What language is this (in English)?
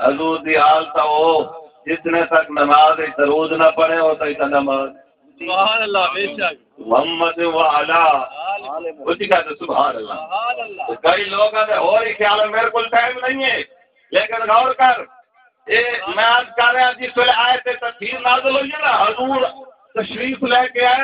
Saraiki